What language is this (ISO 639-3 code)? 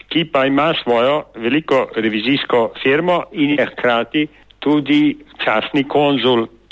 slv